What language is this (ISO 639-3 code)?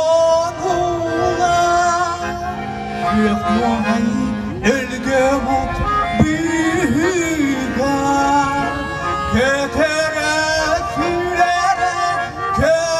sah